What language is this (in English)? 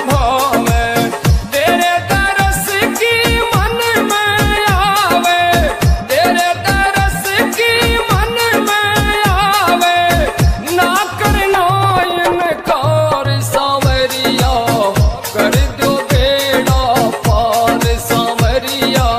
Haryanvi